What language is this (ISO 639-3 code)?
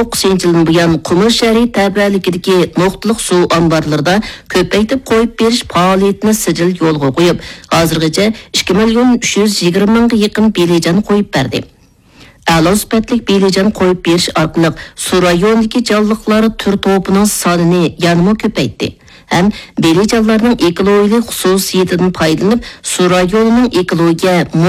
uig